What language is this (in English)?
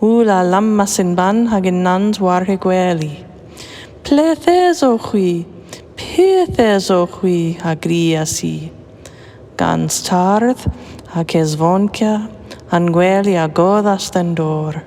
Cornish